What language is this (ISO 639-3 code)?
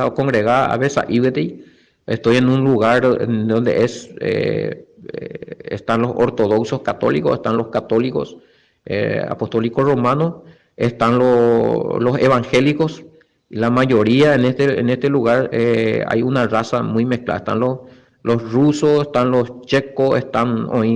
grn